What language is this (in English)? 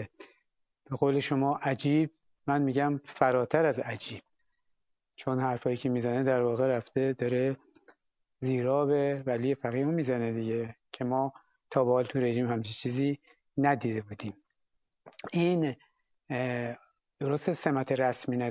Persian